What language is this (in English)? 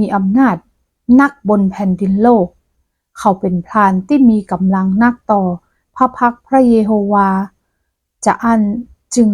Northern Thai